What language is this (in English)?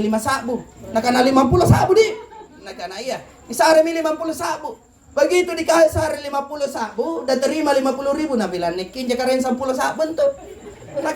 Makasar